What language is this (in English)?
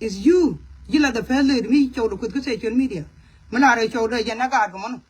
Nuer